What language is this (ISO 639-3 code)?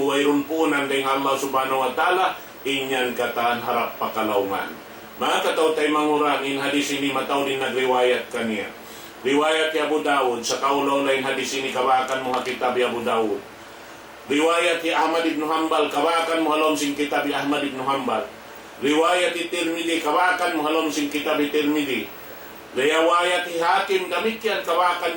tsg